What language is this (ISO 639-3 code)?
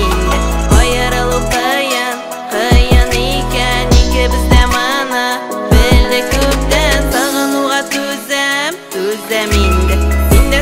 tat